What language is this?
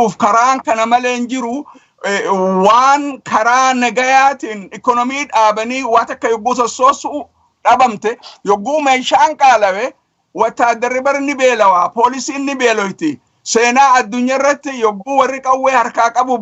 Oromo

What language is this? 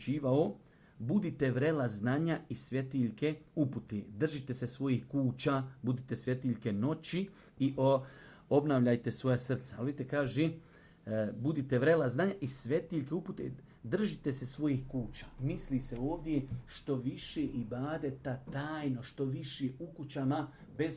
Bosnian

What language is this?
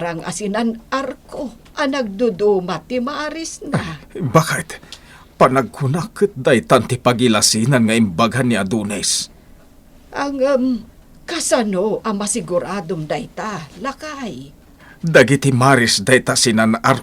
Iloko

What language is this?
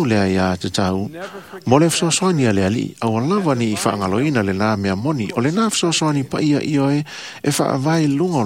Samoan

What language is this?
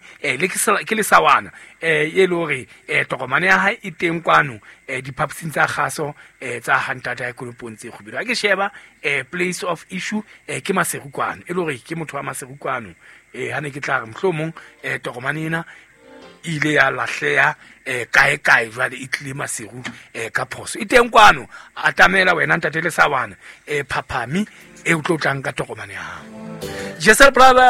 Southern Sotho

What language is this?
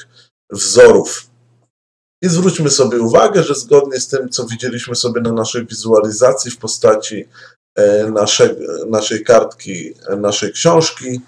Polish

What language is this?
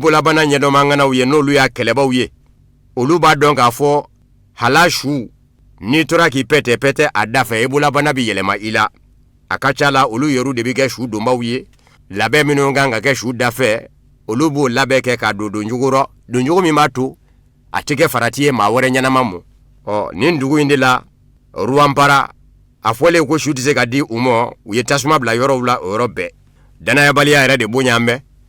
Bambara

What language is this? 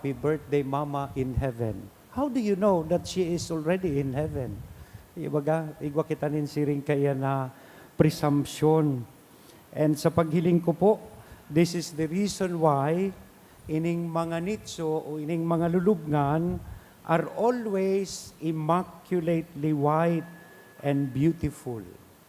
Bikol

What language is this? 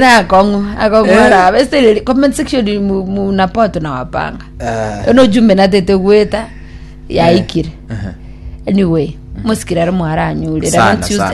Gusii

